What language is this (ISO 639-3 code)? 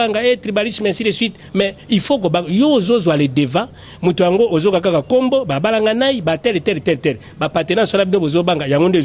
lin